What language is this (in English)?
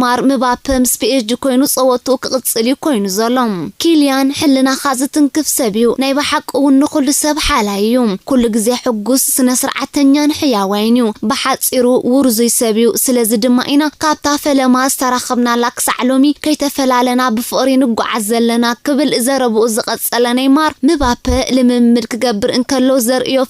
Tigrinya